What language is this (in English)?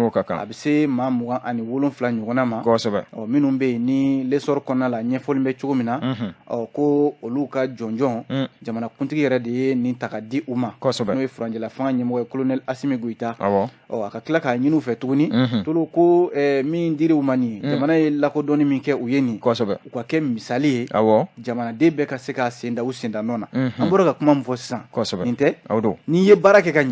Bambara